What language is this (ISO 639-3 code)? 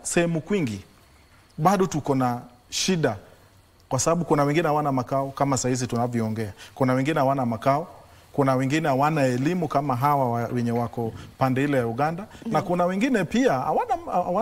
swa